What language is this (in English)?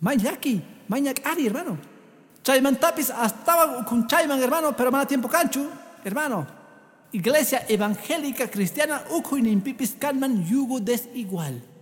Quechua